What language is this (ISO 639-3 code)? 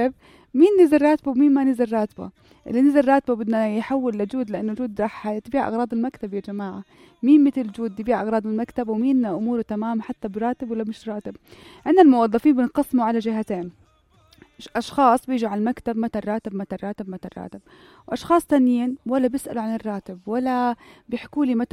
apc